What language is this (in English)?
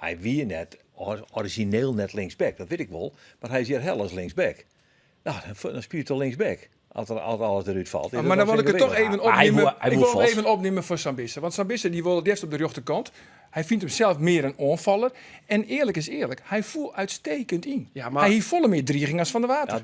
Western Frisian